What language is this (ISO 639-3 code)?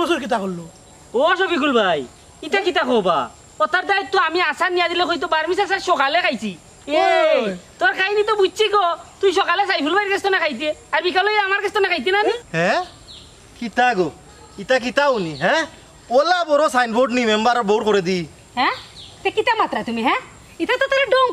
syl